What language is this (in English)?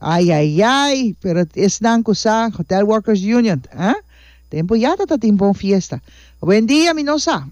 Papiamento